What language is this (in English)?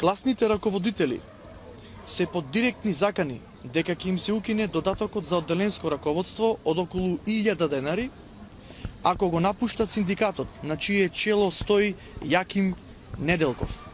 Macedonian